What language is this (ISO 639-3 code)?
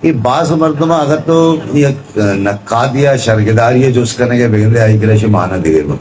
bgp